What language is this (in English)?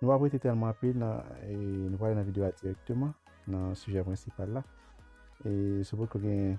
Haitian Creole